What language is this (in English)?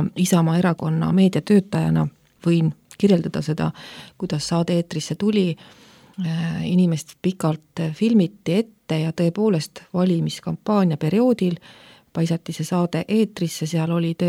Estonian